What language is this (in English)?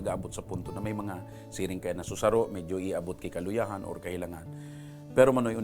Bikol